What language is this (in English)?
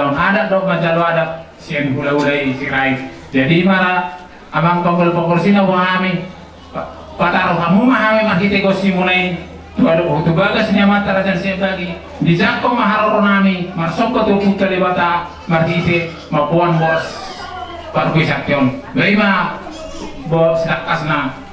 Batak Toba